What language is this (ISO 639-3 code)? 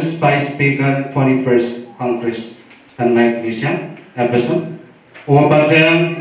pon